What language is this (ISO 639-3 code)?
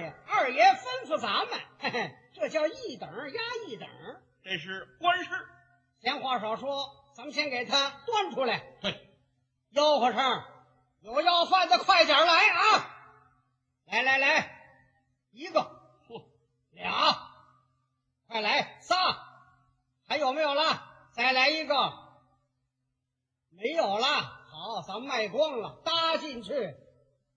zho